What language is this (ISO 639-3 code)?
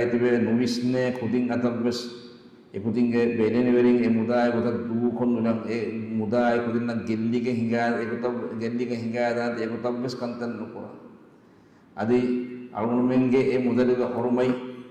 div